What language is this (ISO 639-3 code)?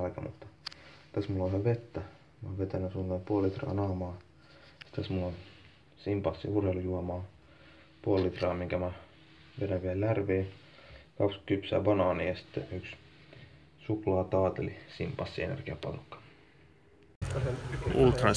fin